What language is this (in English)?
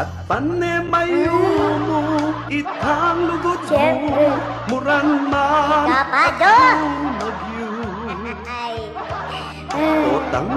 Pampanga